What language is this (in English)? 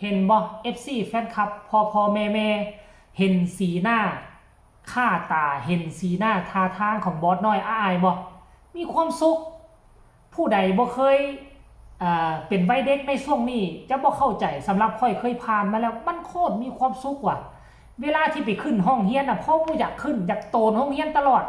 Northeastern Thai